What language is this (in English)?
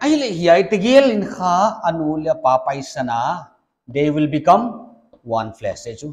Paite Chin